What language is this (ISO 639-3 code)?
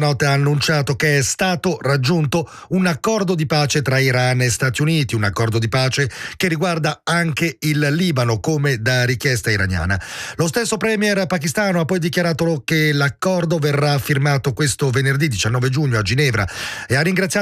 ita